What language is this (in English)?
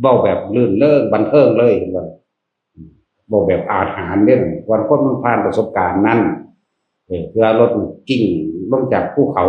Northeastern Thai